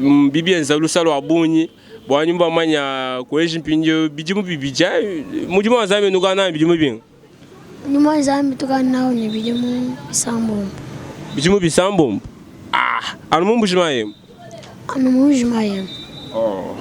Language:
Luba-Lulua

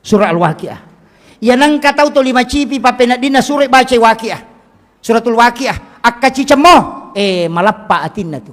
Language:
Buginese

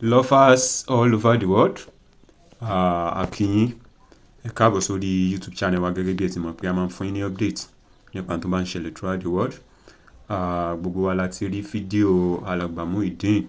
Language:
Yoruba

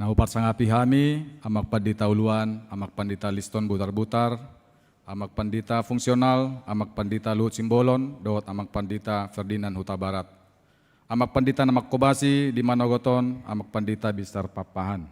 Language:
Batak Toba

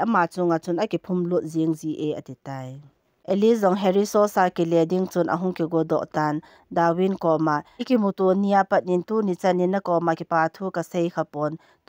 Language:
Thado Chin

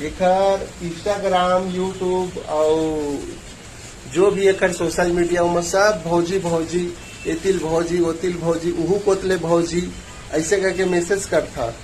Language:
Chhattisgarhi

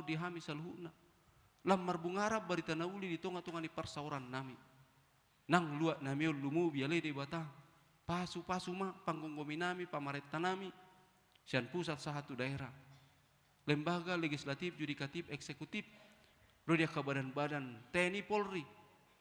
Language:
Batak Toba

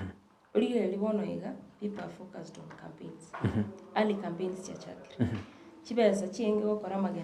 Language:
Gusii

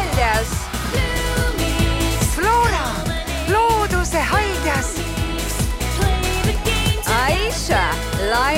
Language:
Estonian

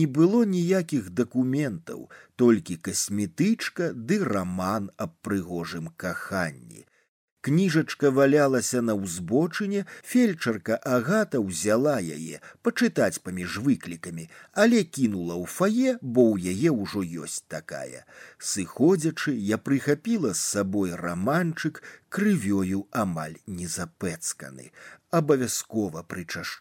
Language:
Belarusian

